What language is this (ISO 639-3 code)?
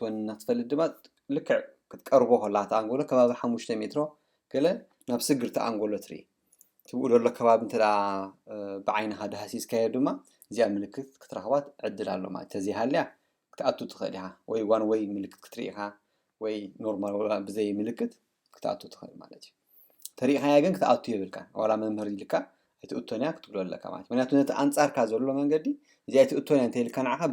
tir